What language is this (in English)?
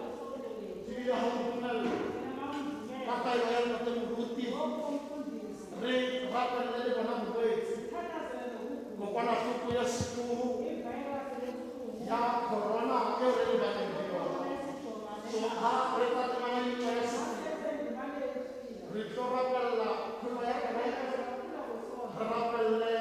Tswana